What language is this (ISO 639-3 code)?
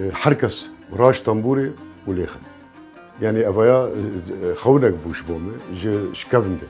kur